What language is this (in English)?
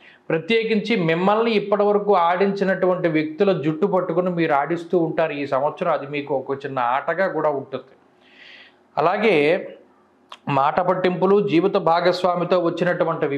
Telugu